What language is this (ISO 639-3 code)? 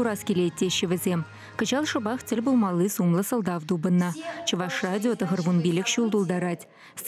chv